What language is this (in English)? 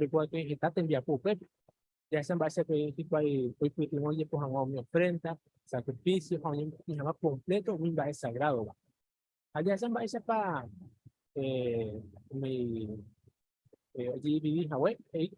Guarani